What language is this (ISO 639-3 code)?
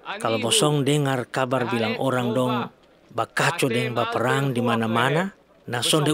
mkn